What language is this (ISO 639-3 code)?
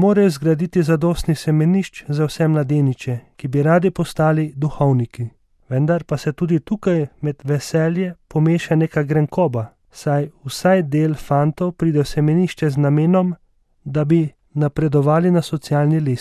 slv